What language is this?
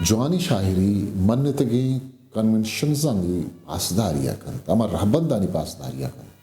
Eastern Balochi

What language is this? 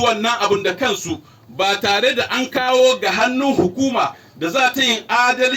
Hausa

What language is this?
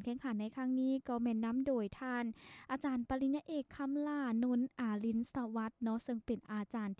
Lao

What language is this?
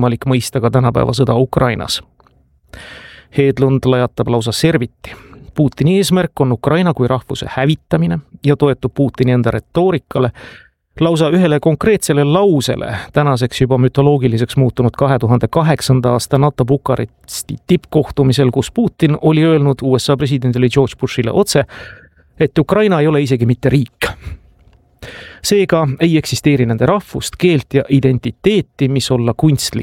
Estonian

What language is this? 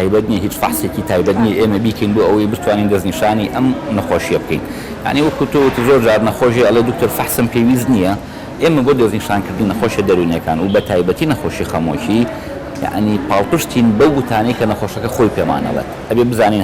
Central Kurdish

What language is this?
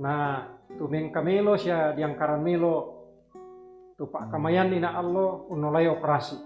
Toraja-Sa'dan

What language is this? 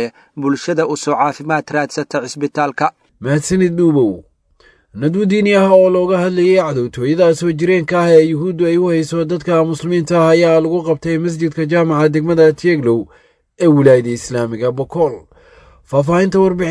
Somali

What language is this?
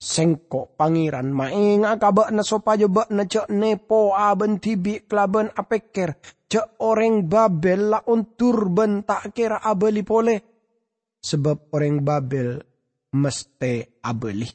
Madurese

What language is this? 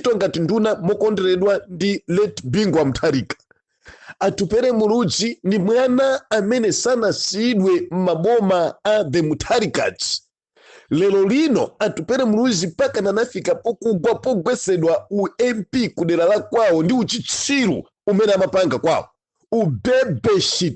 Nyanja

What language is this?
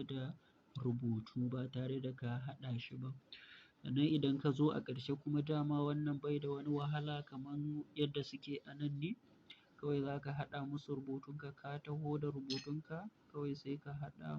Hausa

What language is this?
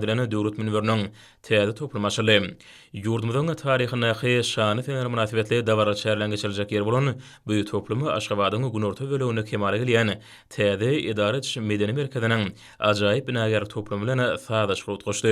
Turkmen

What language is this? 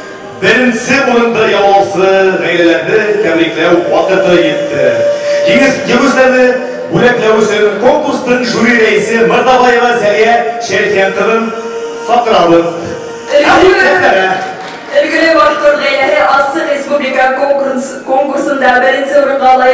Bashkir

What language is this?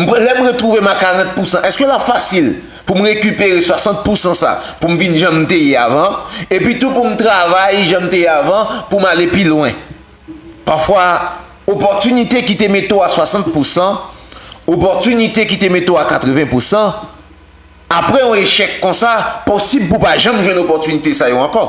Haitian Creole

